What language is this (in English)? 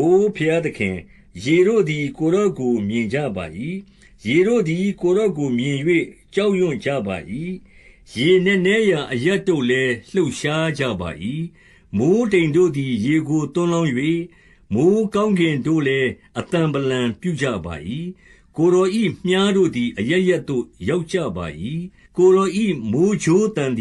Burmese